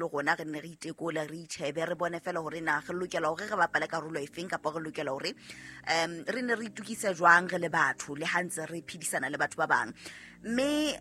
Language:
Southern Sotho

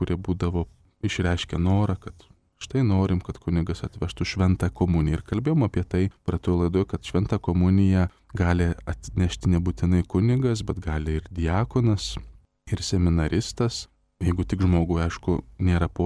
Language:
Lithuanian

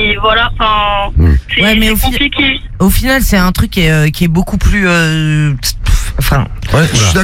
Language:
French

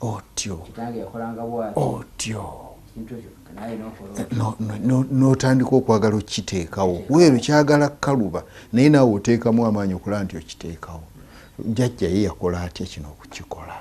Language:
Ganda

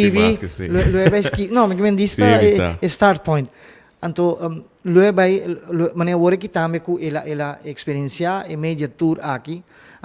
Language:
Papiamento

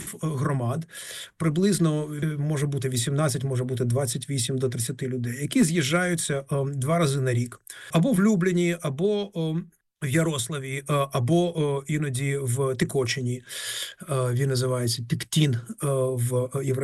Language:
Ukrainian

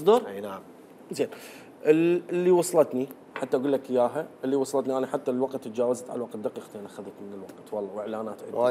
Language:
Mesopotamian Arabic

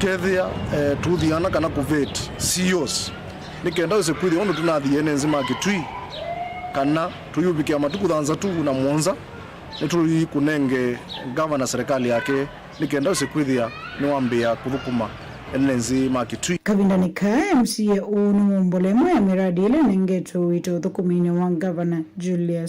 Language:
Kamba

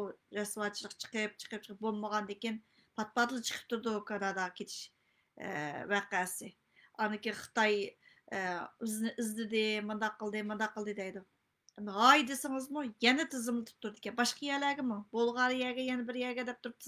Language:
Uyghur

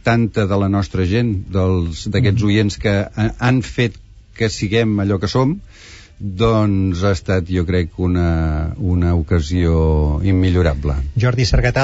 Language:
Catalan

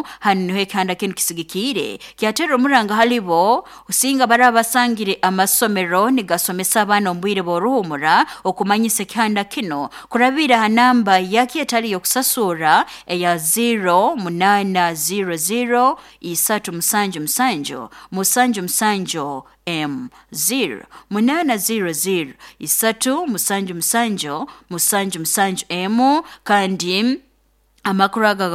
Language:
Nyoro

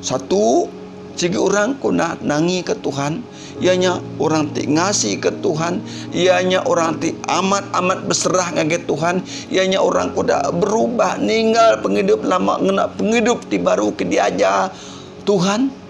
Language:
Iban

